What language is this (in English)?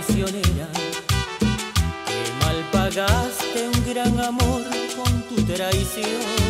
Spanish